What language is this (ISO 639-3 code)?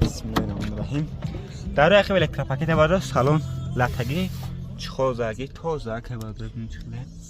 tgk